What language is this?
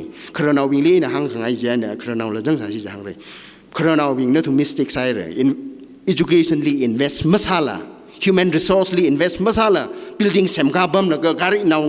Tangkhul Naga (India)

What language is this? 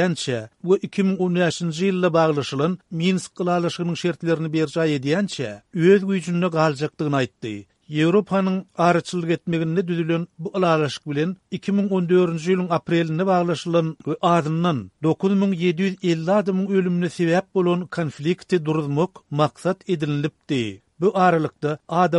Turkmen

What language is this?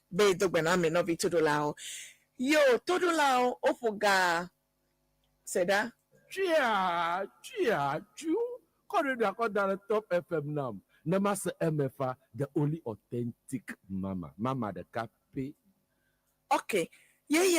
Ewe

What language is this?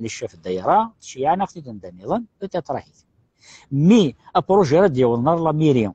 Kabyle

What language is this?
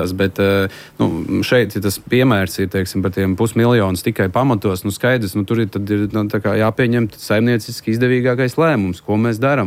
Latvian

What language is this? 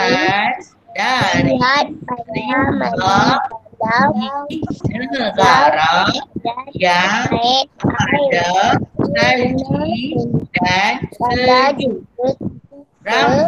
Malay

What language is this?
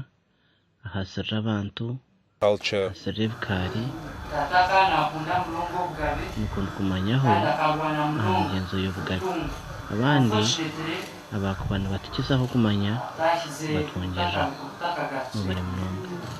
Nyankole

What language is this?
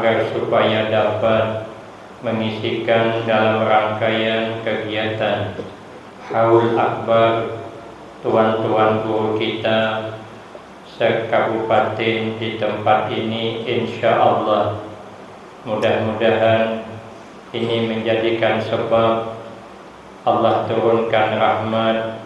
Banjar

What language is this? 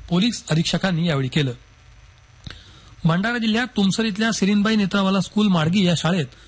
Marathi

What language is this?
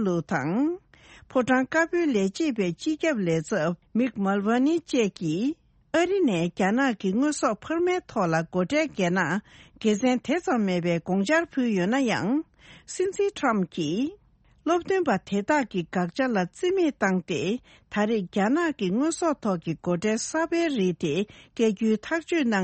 Tibetan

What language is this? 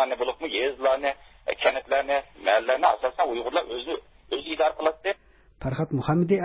Uyghur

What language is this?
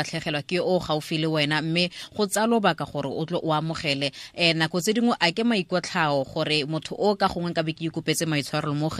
Tswana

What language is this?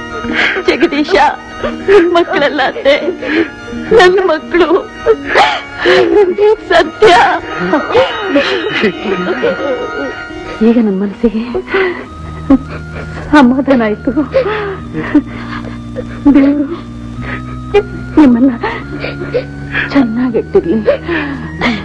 Kannada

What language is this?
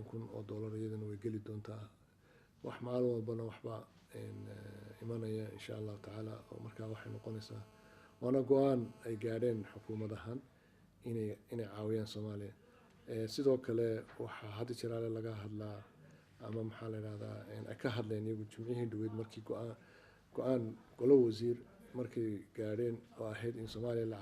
Somali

